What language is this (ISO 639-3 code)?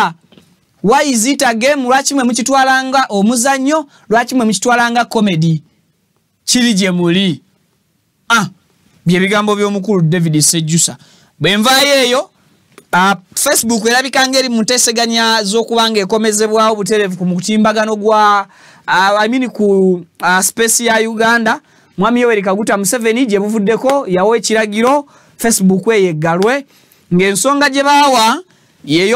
lug